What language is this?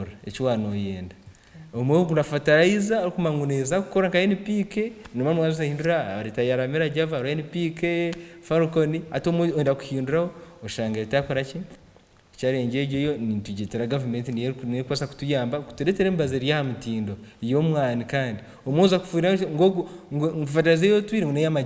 Nyankole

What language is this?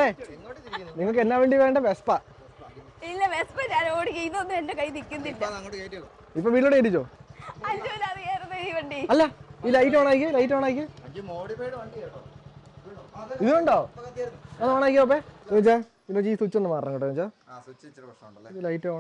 Malayalam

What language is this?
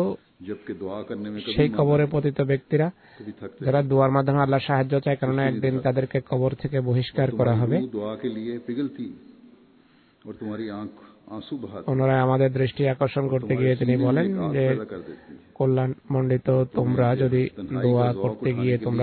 Bangla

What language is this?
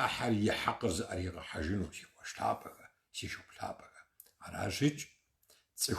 Kabardian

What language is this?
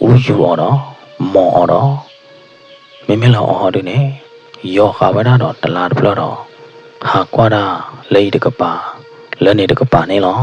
S'gaw Karen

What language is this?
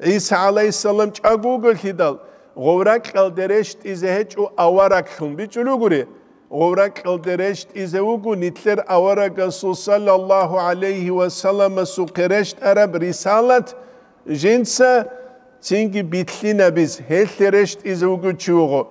Avaric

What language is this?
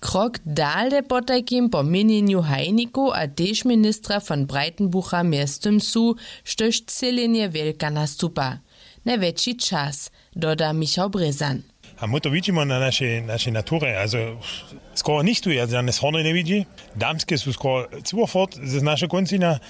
Upper Sorbian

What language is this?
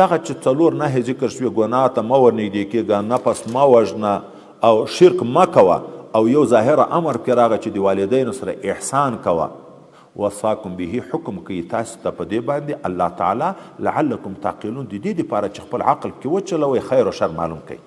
Pashto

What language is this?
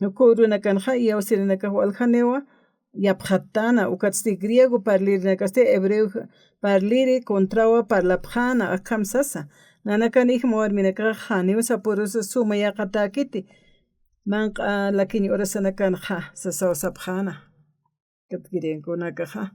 Aymara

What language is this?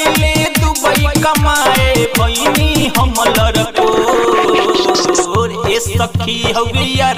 Bhojpuri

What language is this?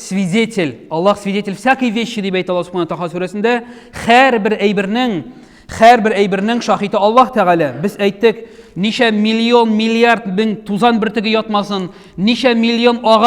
Tatar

